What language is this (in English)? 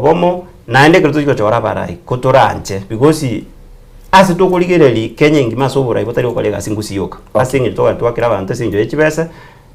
Gusii